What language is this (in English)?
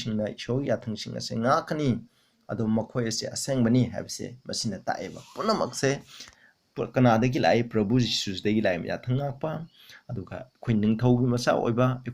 Manipuri